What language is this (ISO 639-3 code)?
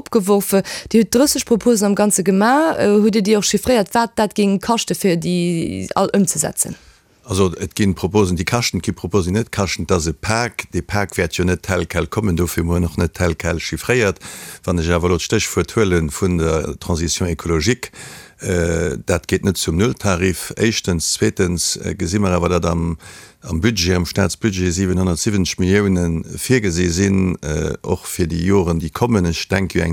ltz